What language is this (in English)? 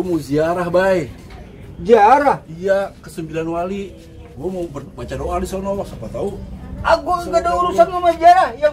Betawi